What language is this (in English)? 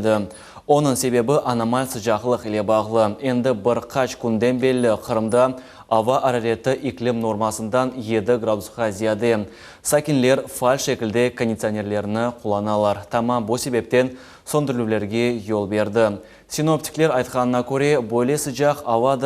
Crimean Tatar